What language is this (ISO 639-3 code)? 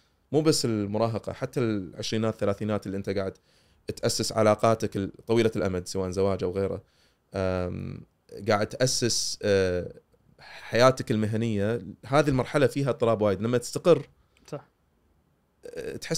afb